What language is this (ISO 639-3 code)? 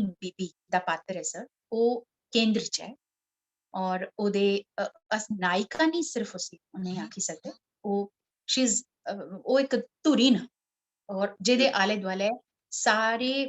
doi